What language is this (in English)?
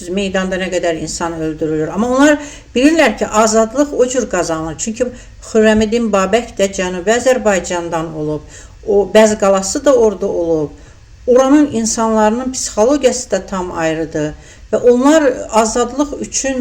Azerbaijani